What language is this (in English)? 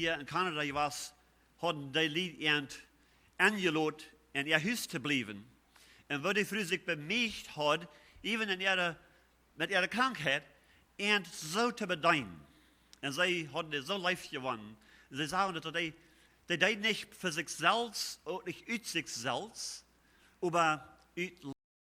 Plautdietsch